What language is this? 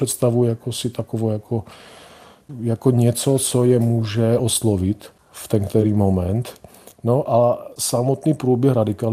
Czech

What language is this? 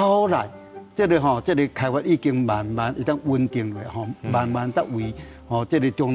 Min Nan Chinese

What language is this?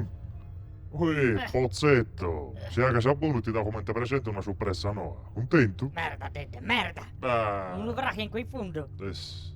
Sardinian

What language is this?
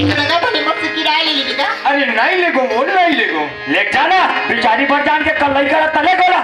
Chhattisgarhi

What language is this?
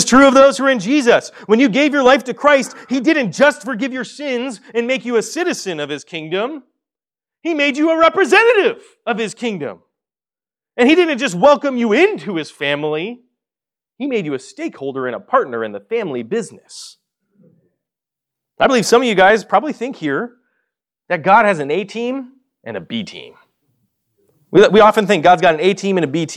English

